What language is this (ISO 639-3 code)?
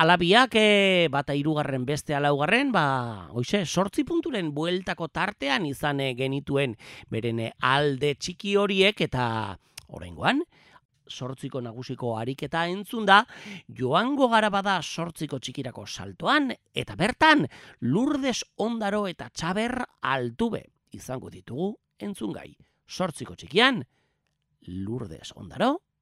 eus